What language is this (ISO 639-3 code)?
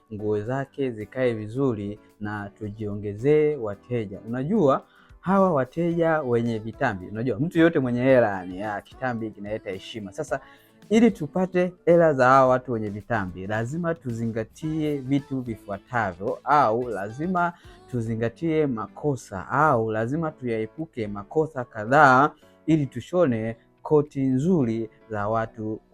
swa